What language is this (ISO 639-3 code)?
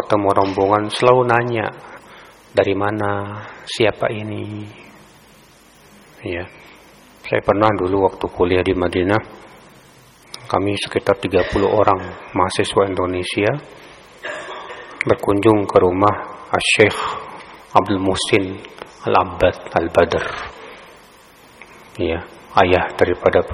ind